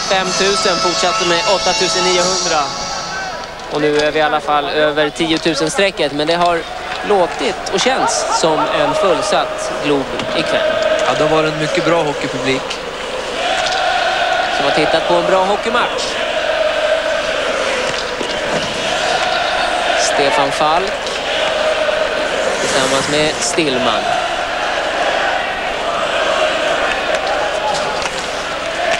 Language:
Swedish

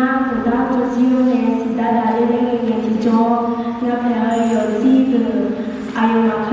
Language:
Akha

